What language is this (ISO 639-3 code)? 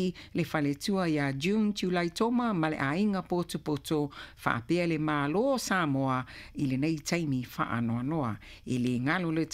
smo